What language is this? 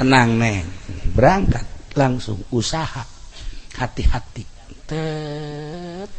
Sundanese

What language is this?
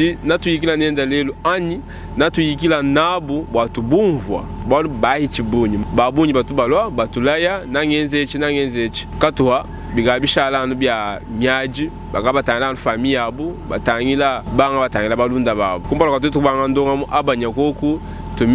Luba-Lulua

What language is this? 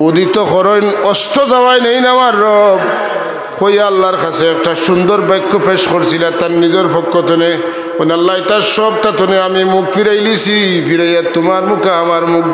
Sylheti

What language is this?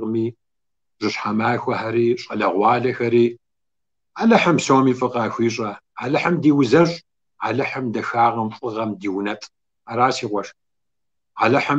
Kabardian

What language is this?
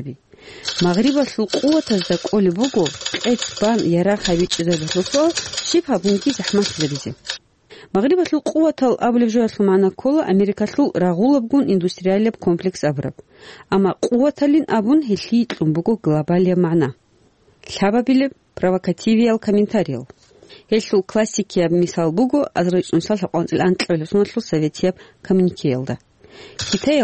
Avaric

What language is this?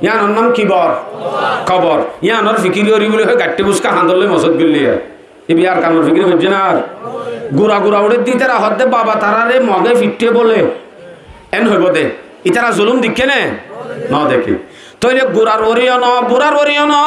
Rohingya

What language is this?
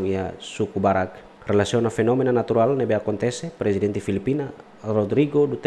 Tetum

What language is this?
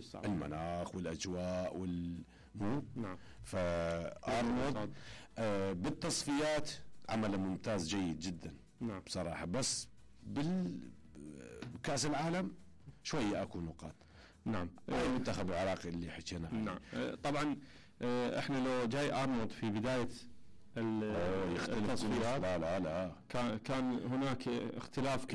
Mesopotamian Arabic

